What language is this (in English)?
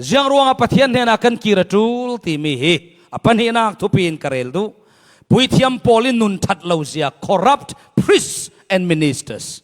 Falam Chin